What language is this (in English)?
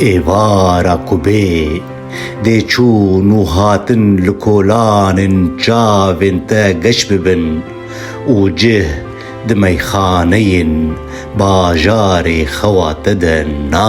Kurdish